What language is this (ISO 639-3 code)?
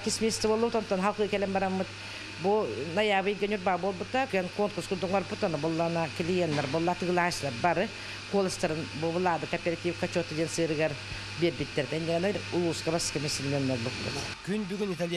sah